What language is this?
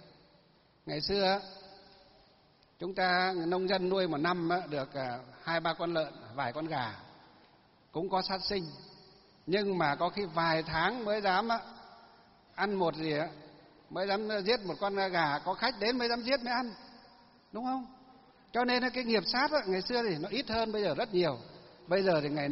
Vietnamese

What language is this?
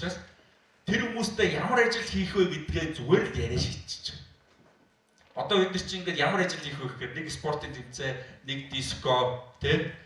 Mongolian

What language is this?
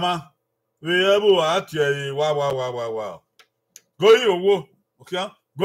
Bini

